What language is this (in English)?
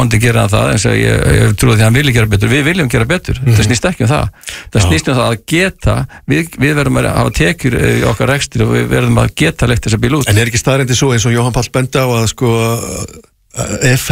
Icelandic